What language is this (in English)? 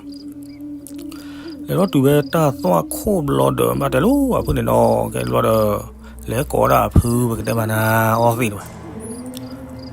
S'gaw Karen